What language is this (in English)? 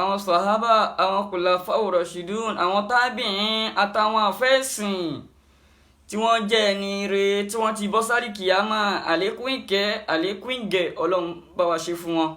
Yoruba